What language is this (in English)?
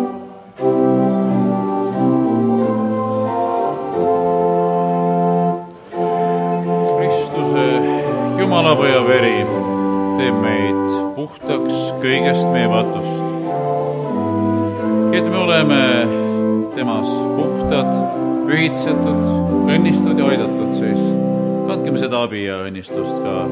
Estonian